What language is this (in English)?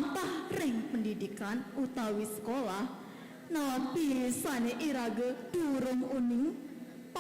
Balinese